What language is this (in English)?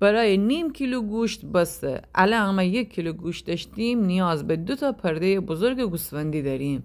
Gilaki